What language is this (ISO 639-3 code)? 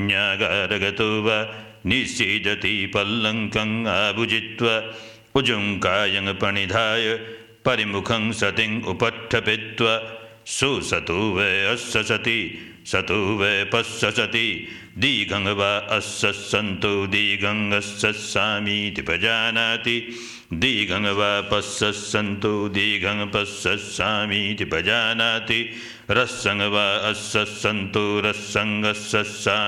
pli